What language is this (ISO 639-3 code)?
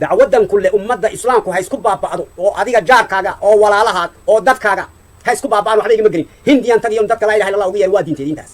som